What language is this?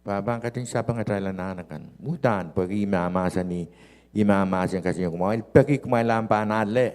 Pohnpeian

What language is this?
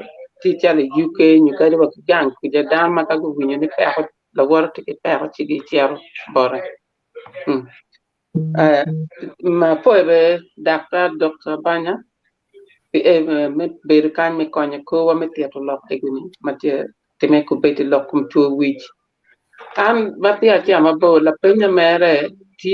Acoli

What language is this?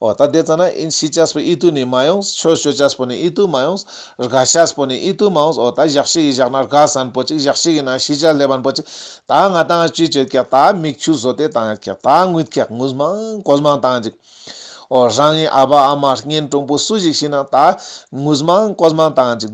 Ladakhi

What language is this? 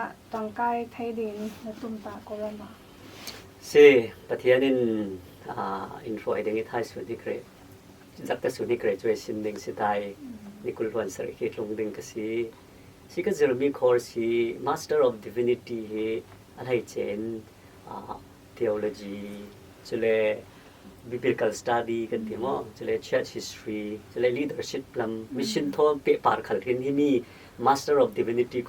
Falam Chin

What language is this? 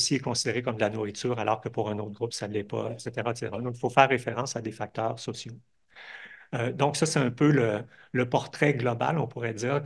French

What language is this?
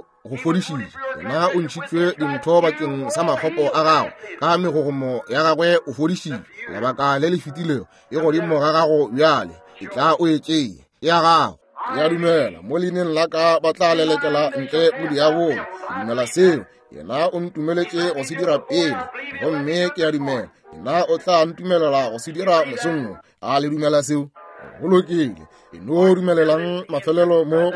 Northern Sotho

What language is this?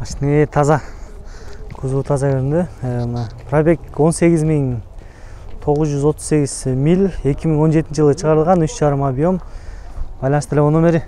Kyrgyz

